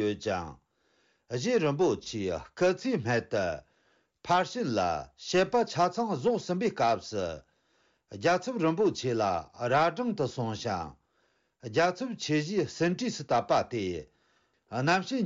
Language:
Tibetan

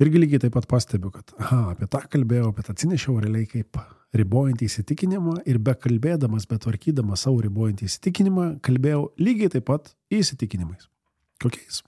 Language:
Lithuanian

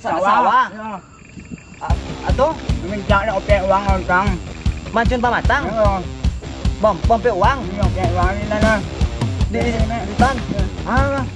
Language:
Minangkabau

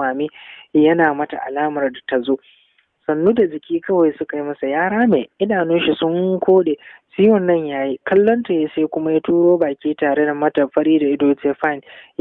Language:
Hausa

